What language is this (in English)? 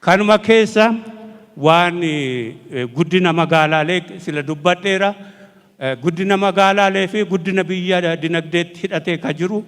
Oromo